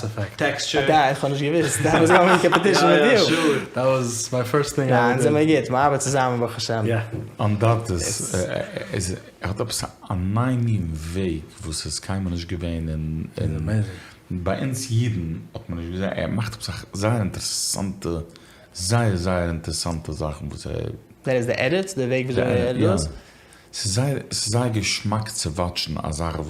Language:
Yiddish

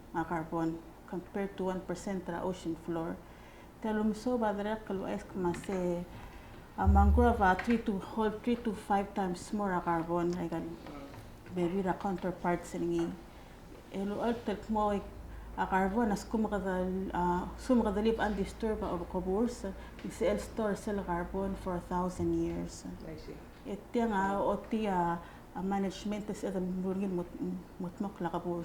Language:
Palauan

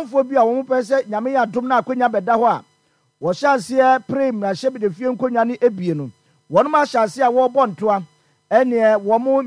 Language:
Akan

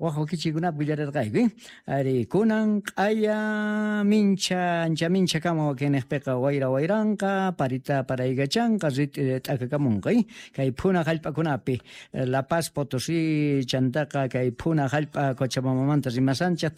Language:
South Bolivian Quechua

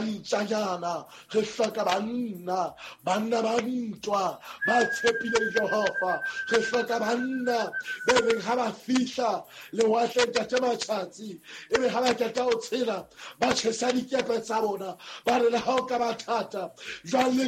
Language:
Southern Sotho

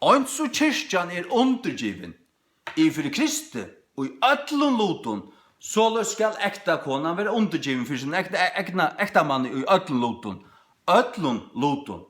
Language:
Faroese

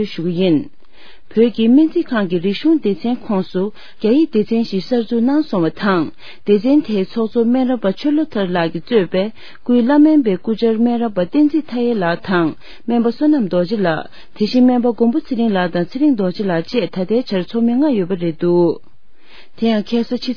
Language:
Tibetan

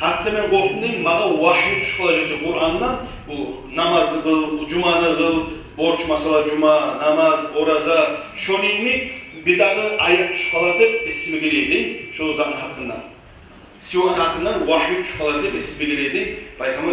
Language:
Kumyk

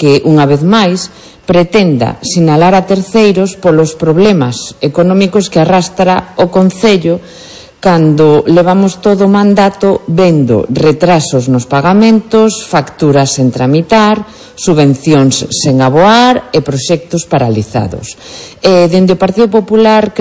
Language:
Galician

